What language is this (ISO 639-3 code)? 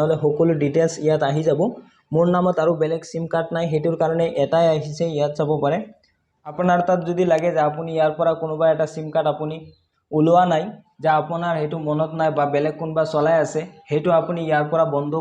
asm